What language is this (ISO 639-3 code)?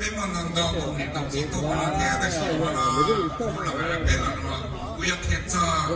hmn